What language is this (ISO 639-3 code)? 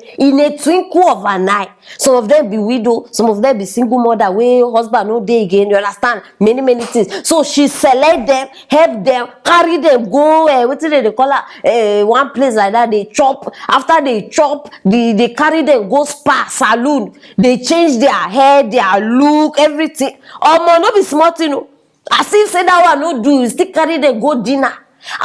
pcm